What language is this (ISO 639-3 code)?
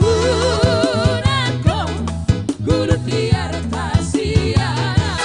bts